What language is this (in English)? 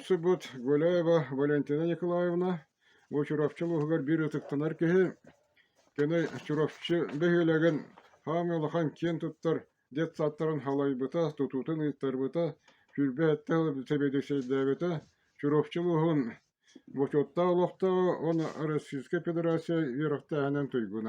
Yakut